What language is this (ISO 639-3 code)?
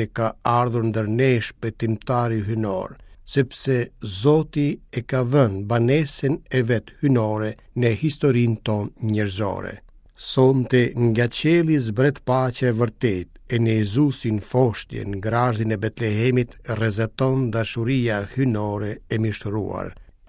sqi